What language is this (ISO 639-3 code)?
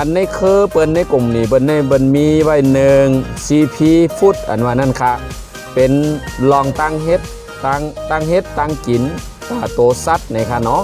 shn